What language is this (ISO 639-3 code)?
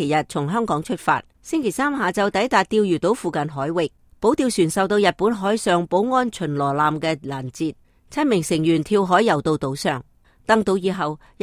yue